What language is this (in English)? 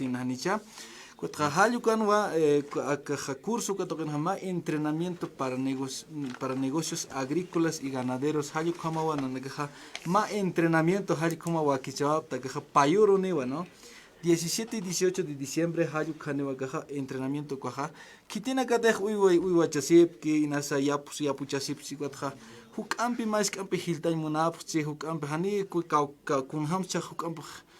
Aymara